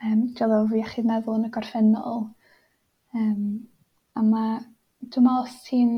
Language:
Welsh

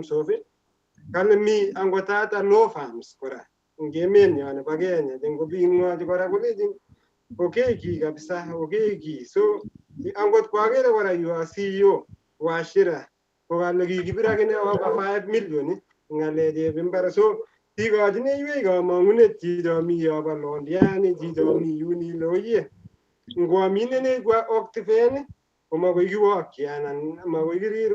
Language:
Kalenjin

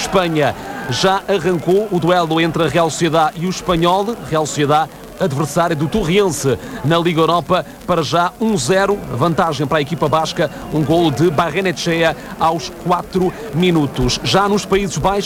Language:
Portuguese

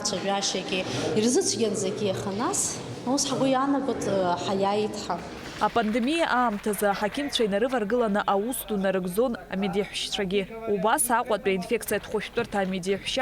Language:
Abkhazian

